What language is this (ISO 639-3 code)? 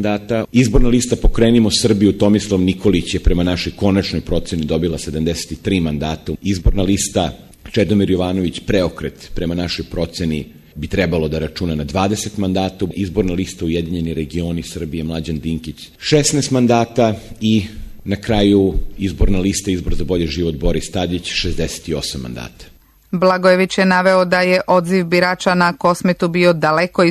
srp